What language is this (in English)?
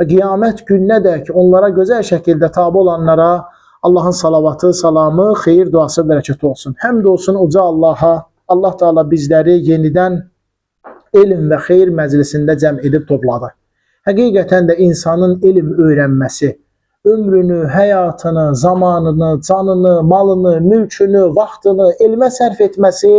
Azerbaijani